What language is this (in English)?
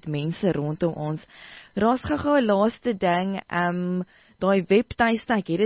Afrikaans